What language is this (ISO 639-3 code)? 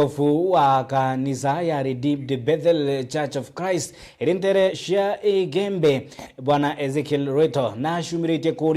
mer